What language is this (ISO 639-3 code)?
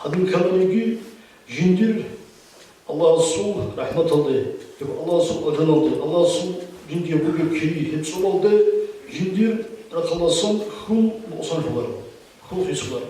ava